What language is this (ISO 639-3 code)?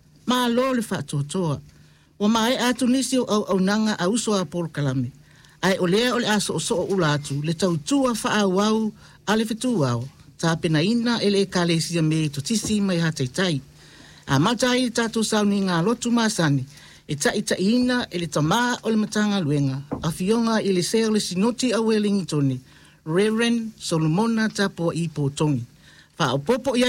smo